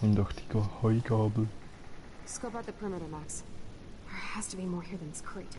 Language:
Swiss German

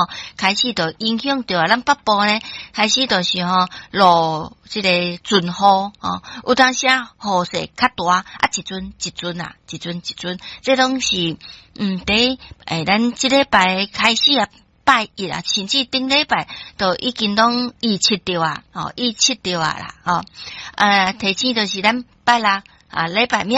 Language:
Min Nan Chinese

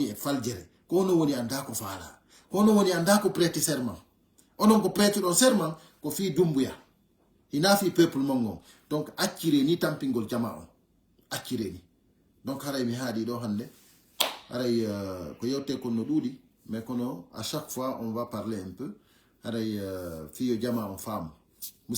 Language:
Fula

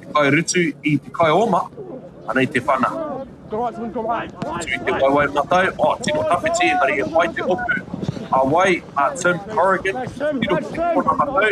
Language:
Māori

